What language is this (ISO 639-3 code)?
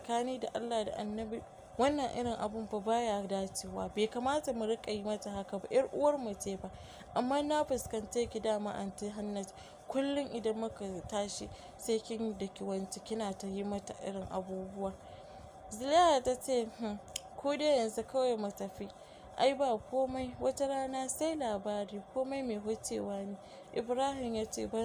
hau